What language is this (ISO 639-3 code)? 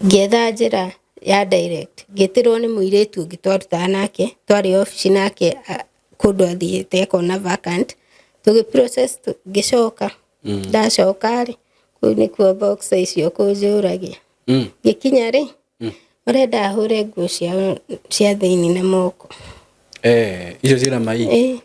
kik